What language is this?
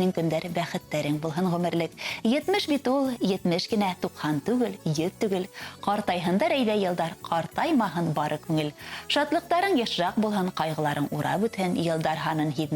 Bashkir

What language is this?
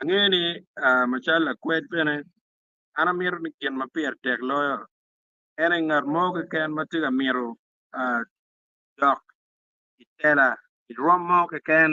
Acoli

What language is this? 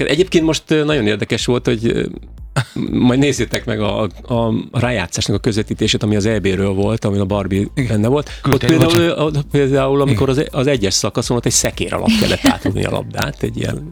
Hungarian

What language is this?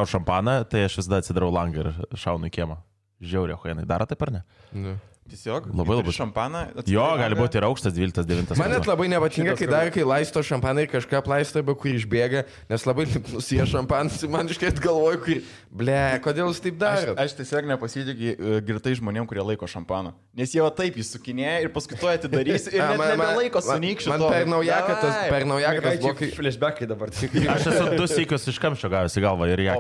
Lithuanian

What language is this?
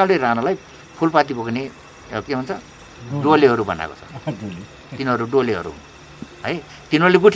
Nepali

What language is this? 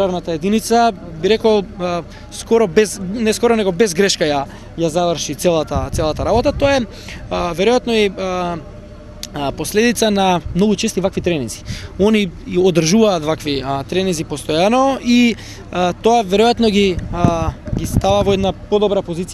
Macedonian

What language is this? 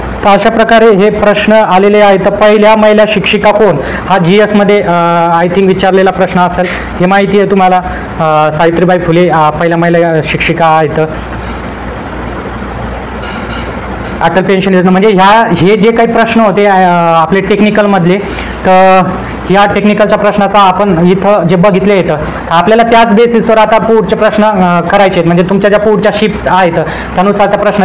Marathi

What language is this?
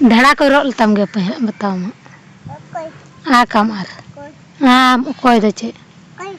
Santali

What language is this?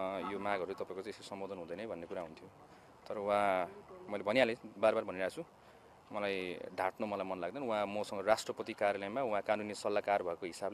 Nepali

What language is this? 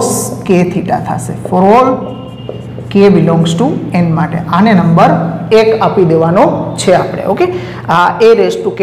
Gujarati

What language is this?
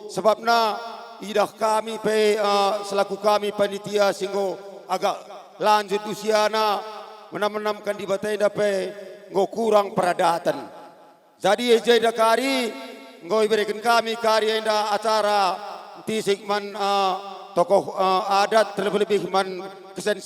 Batak Karo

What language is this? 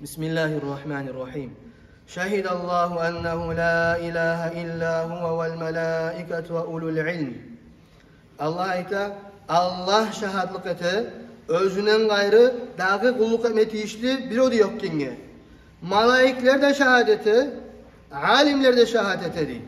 Kumyk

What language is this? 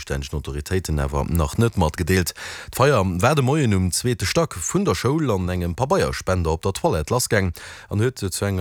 Luxembourgish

